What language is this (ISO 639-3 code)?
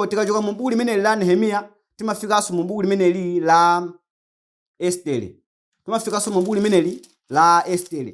nya